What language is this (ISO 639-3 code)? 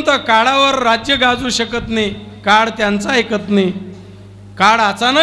mar